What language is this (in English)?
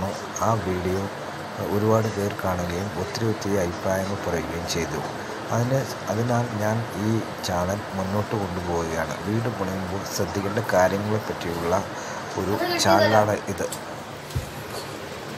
Malayalam